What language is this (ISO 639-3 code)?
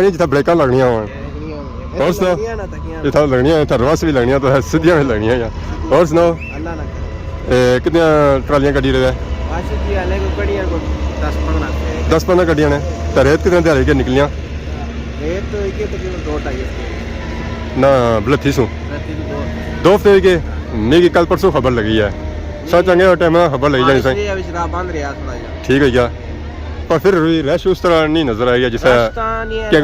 phr